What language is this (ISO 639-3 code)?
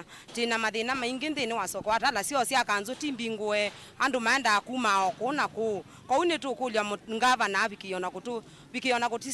kam